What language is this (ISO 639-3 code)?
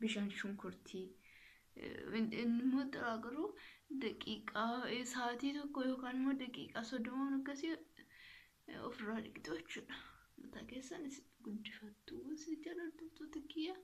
orm